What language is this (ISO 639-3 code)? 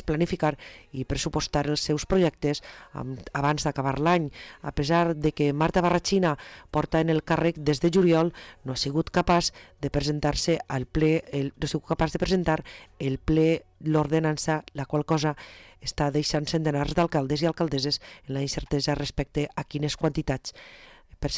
cat